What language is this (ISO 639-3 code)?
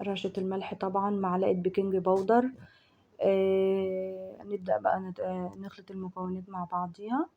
arz